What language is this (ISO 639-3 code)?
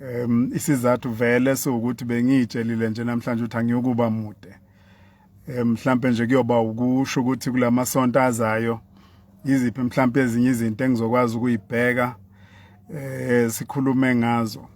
zul